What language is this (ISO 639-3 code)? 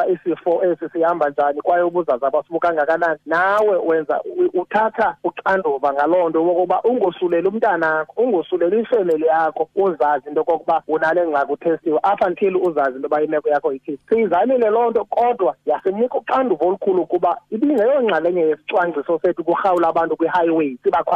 xho